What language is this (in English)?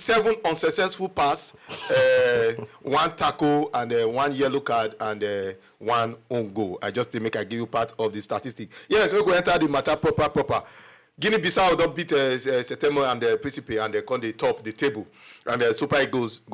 Nigerian Pidgin